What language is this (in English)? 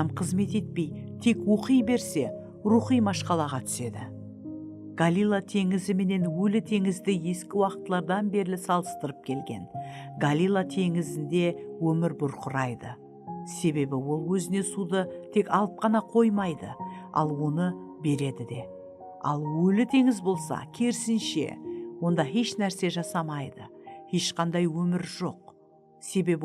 Kara-Kalpak